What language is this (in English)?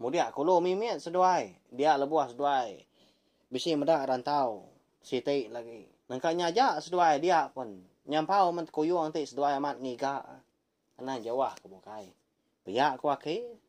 Iban